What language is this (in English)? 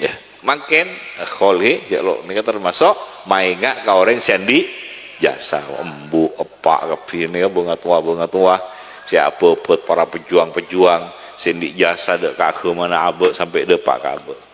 Madurese